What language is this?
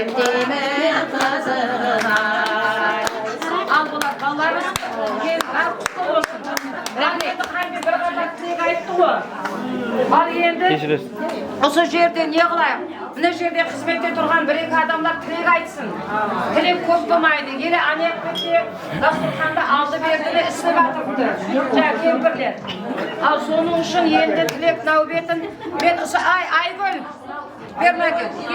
Kara-Kalpak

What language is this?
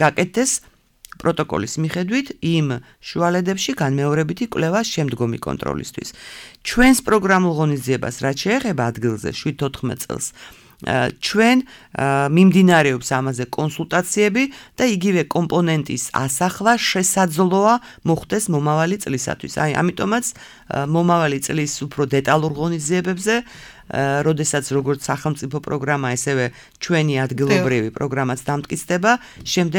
Georgian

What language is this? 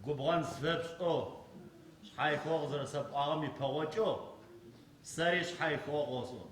Adyghe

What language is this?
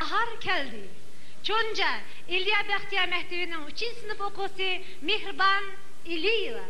Uyghur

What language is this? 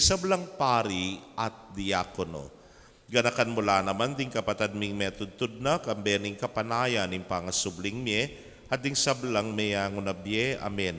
Pampanga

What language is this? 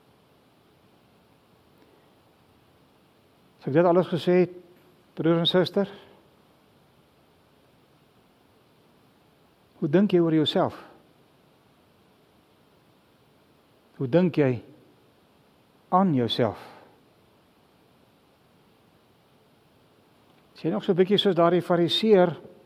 Afrikaans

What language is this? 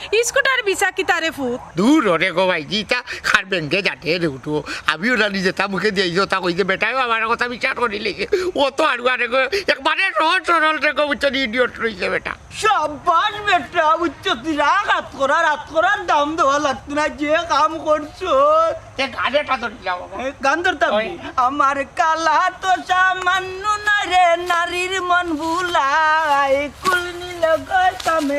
Sylheti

